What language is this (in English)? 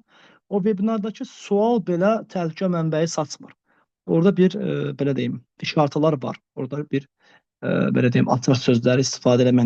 Azerbaijani